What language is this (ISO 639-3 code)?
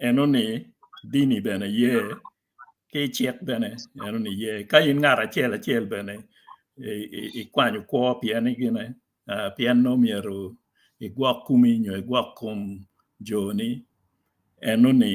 ach